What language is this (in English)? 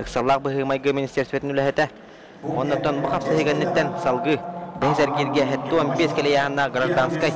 Yakut